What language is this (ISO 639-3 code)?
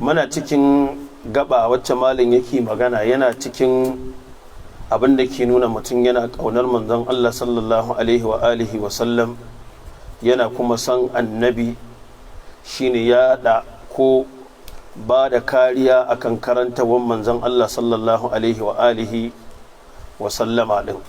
hau